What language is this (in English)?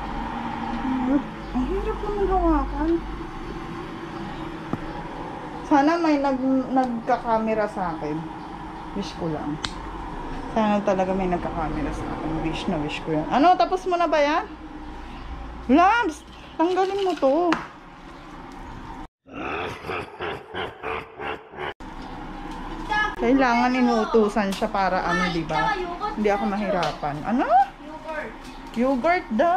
Filipino